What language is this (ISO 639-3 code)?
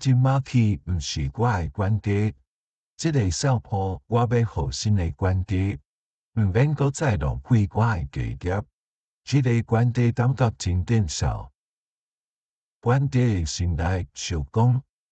nan